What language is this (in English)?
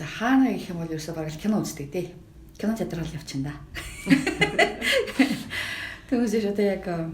Mongolian